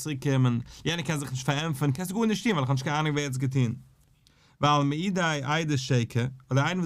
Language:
Yiddish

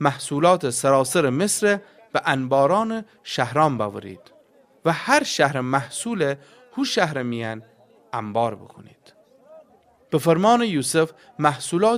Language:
Gilaki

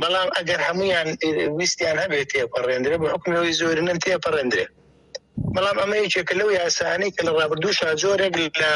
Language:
Central Kurdish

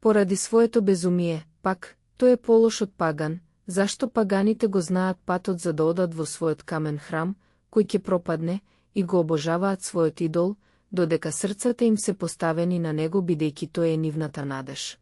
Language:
Macedonian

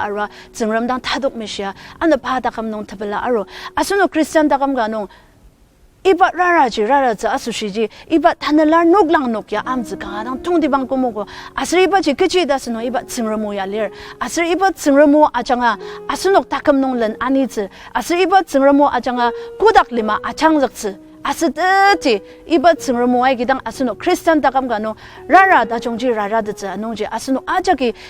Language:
Ao Naga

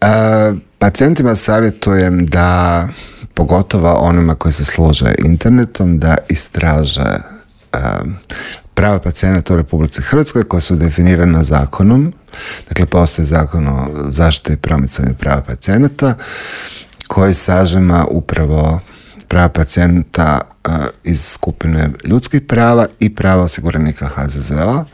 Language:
Croatian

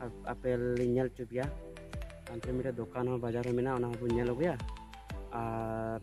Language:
Santali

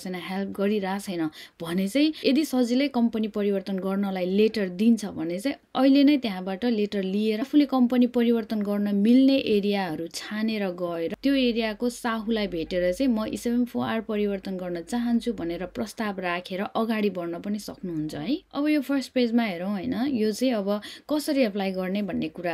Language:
Nepali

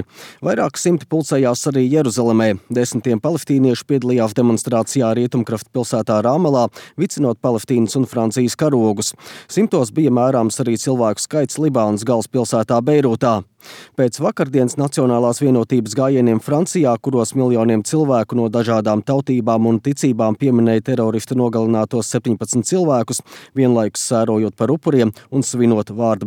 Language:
Latvian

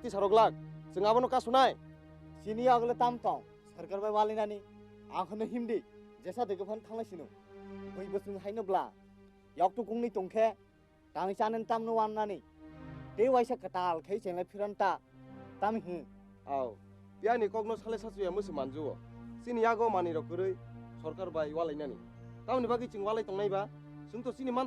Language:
Kok Borok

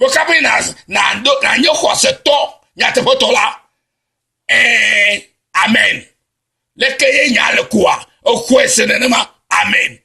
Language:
Ewe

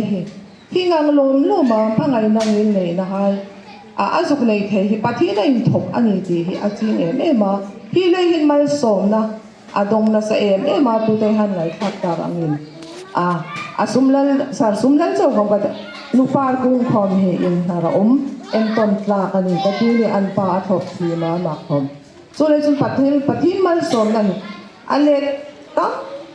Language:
Hmar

